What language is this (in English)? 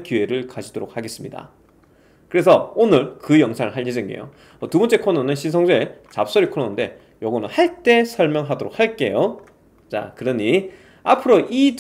Korean